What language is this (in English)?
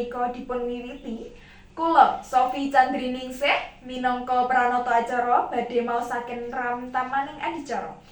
Javanese